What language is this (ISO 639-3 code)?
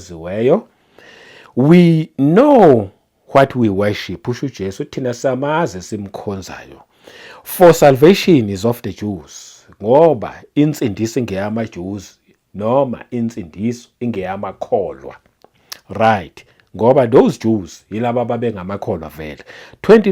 zul